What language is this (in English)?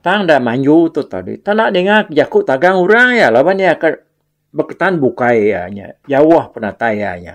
Iban